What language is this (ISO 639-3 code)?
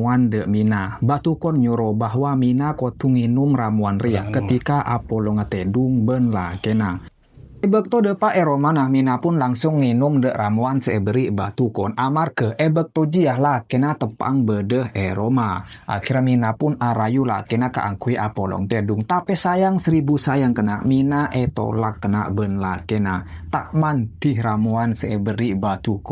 mad